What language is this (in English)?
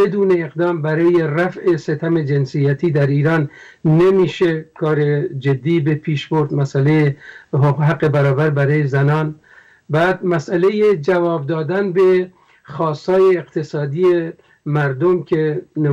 Persian